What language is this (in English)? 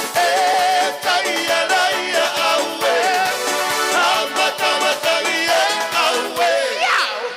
Tongan